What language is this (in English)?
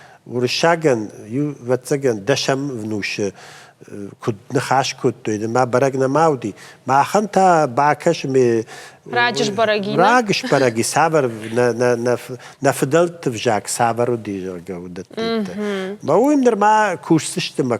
Ossetic